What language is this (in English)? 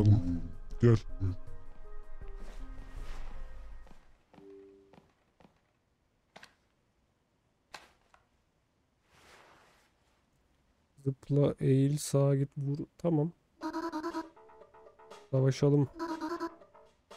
Turkish